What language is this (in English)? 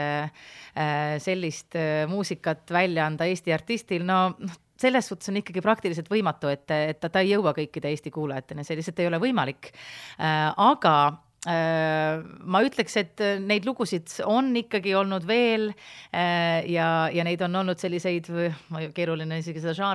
Estonian